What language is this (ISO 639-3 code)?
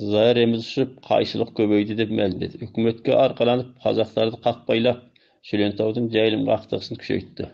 kaz